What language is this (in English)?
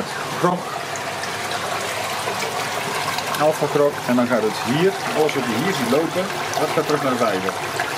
Dutch